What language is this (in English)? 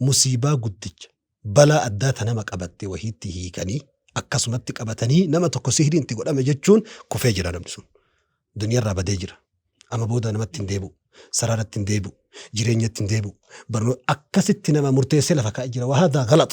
Oromo